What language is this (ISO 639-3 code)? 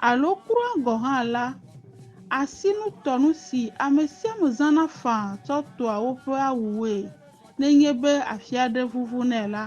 ewe